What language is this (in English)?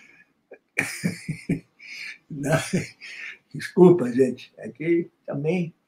Portuguese